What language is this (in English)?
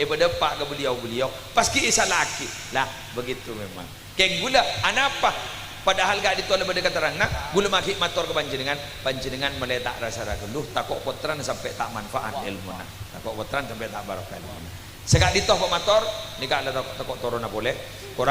Madurese